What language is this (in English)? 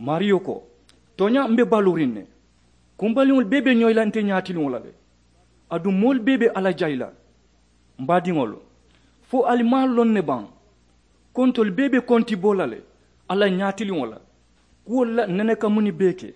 Mandingo